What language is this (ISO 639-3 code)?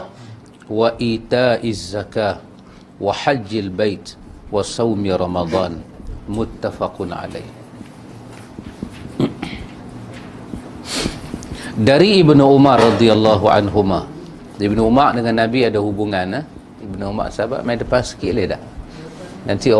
msa